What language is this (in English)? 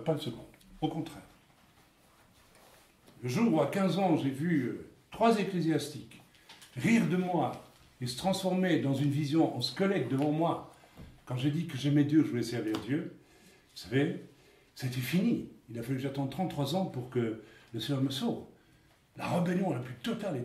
French